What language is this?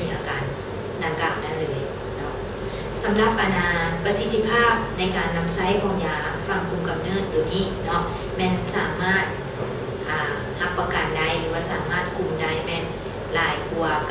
Lao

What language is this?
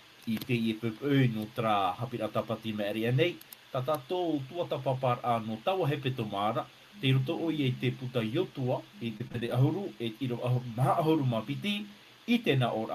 Tahitian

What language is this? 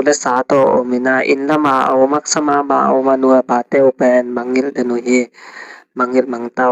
Tedim Chin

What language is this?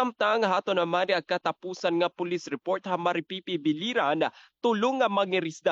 Waray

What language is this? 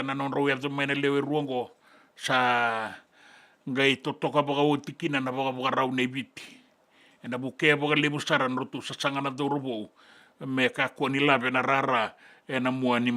Fijian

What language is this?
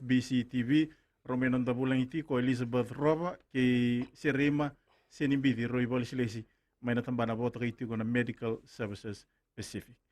Fijian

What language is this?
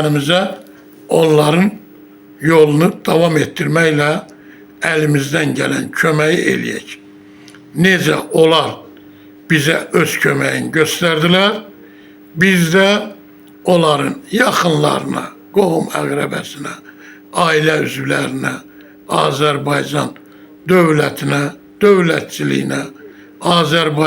Azerbaijani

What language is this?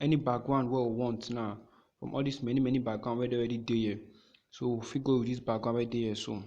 Nigerian Pidgin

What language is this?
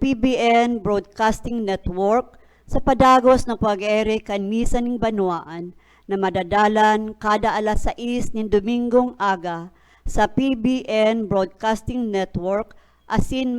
Bikol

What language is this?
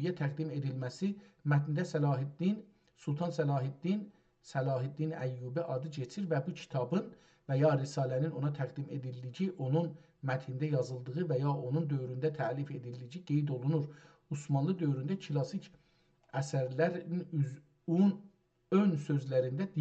South Azerbaijani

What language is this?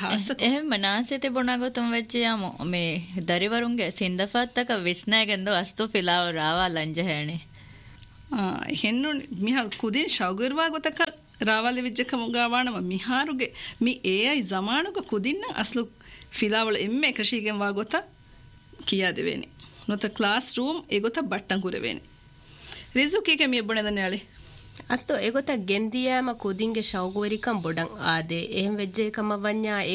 Divehi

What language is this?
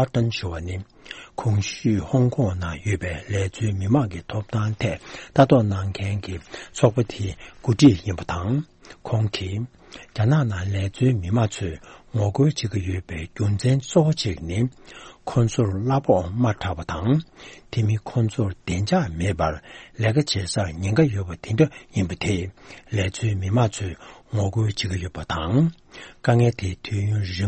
Tibetan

